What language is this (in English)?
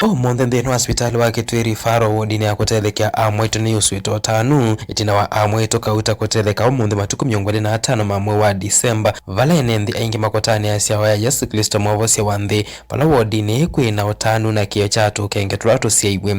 Kamba